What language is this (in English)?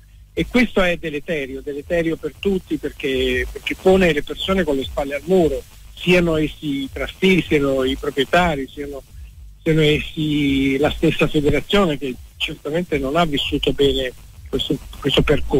Italian